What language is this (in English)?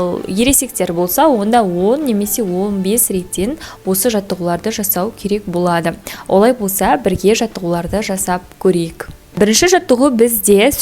Kazakh